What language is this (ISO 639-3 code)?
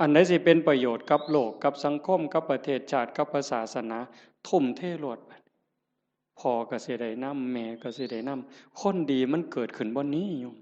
tts